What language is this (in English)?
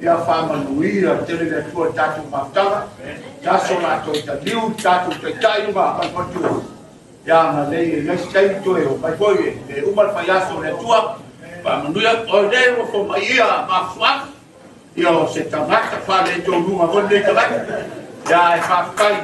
Samoan